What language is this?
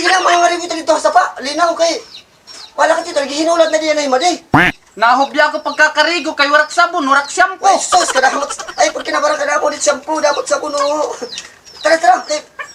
Waray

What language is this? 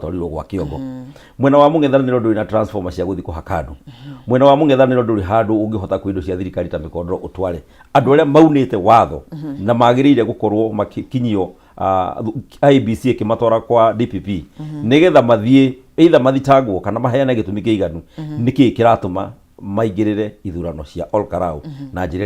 Kikuyu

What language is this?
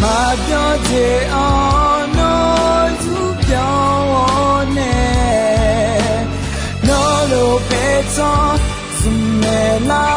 Akha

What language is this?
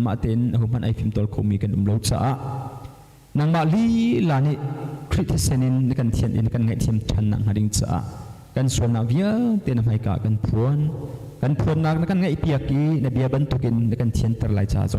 Hakha Chin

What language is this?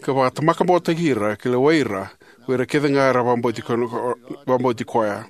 Fijian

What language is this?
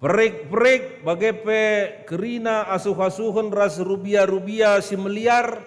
Batak Karo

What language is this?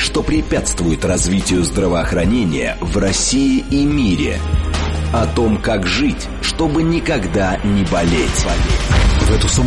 Russian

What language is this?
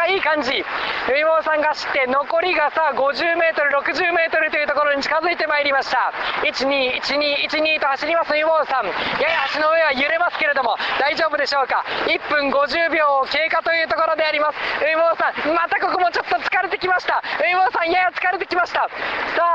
Japanese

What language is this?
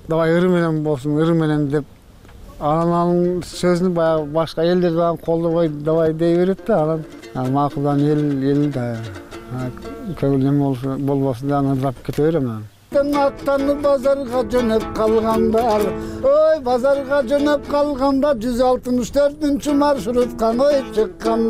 Kyrgyz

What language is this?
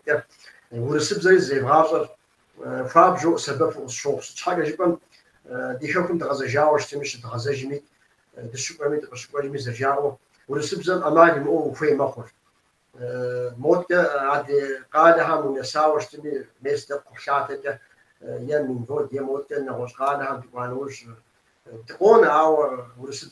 Kabardian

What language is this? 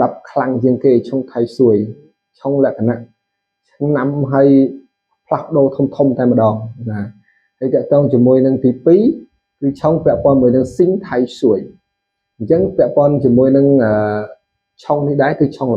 Khmer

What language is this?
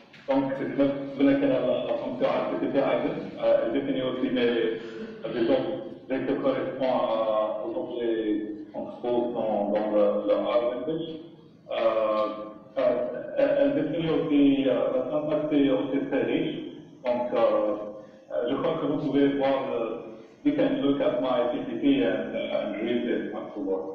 French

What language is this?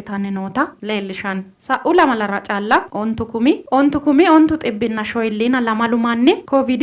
Sidamo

